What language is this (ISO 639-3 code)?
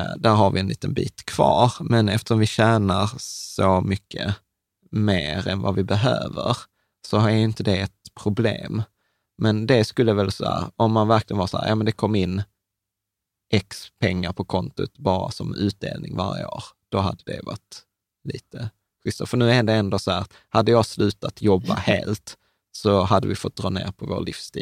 swe